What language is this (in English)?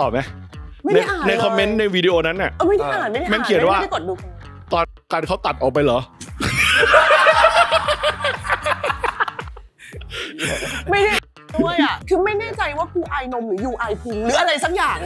Thai